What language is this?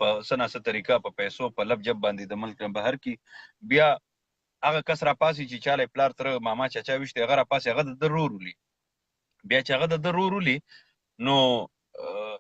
Pashto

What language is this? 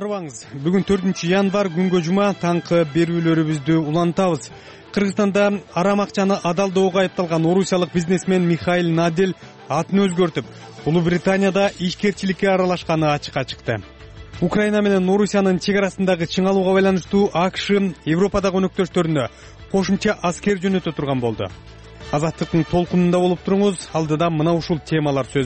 Kyrgyz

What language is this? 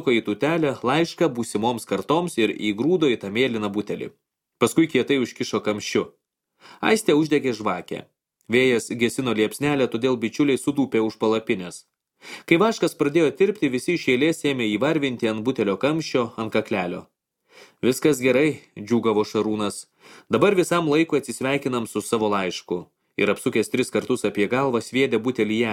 Lithuanian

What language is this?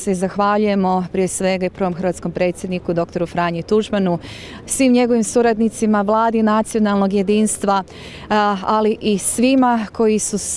Croatian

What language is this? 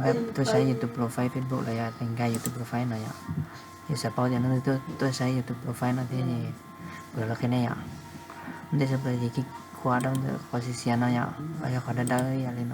Hmong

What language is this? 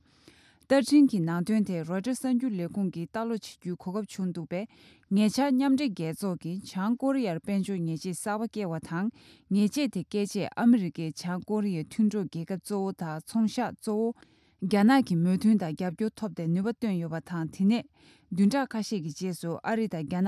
Tibetan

